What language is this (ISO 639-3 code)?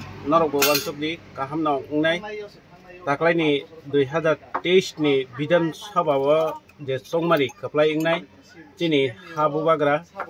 trp